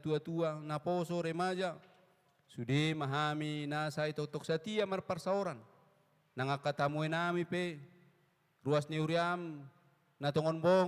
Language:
Batak Toba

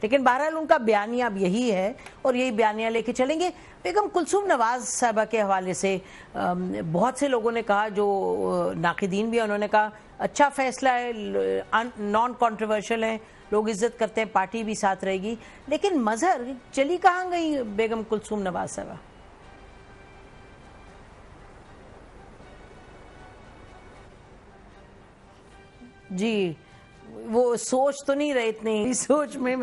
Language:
Urdu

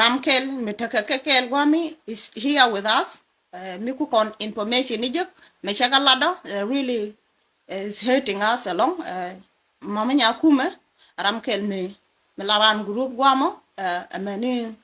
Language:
Nuer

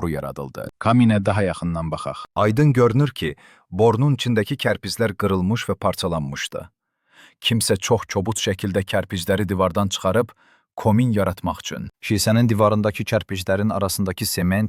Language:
Azerbaijani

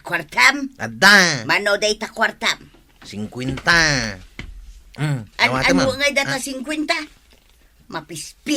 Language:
Iloko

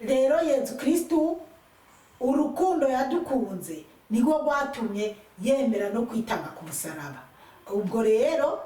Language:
Rundi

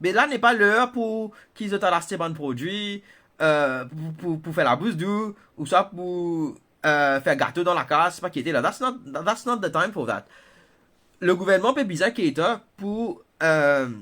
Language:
Morisyen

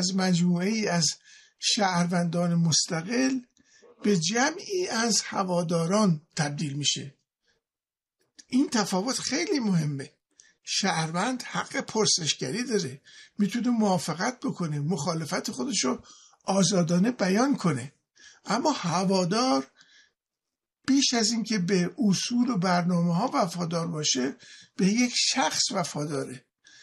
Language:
Persian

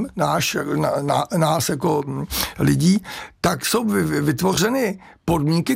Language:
Czech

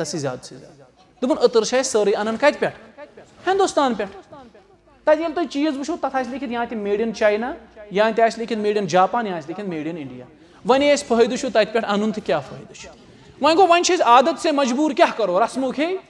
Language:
Kashmiri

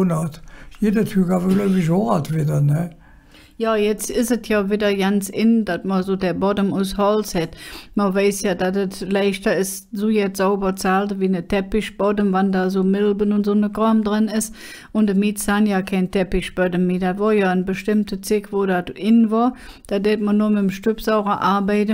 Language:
Colognian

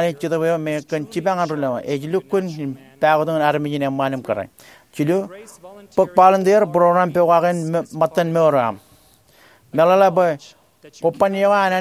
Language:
Marshallese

